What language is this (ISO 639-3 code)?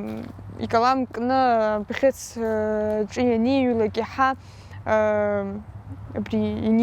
abk